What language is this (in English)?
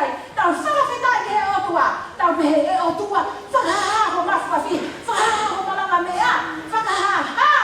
Tongan